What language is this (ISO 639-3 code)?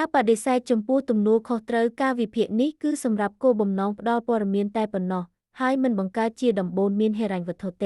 khm